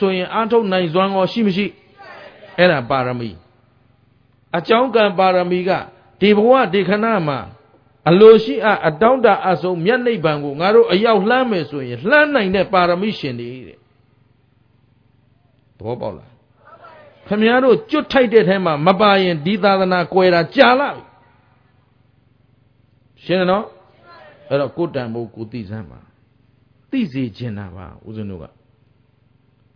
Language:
Burmese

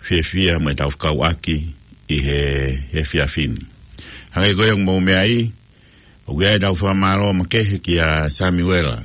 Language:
Tongan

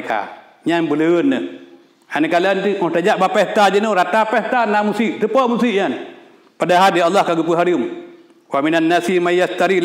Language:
Achinese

